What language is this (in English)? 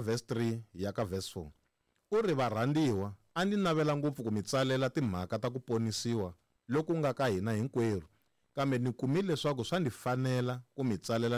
Tsonga